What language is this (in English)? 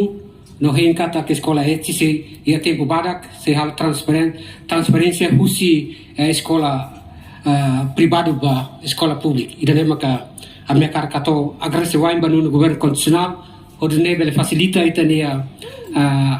Tetum